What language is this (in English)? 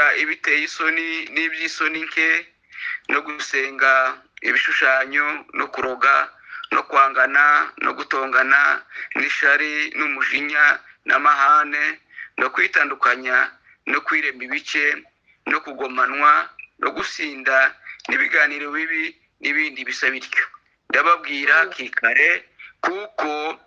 Kinyarwanda